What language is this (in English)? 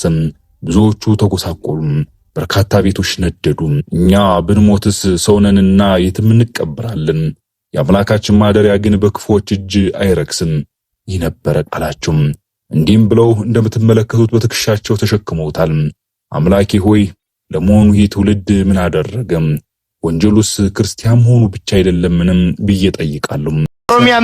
Amharic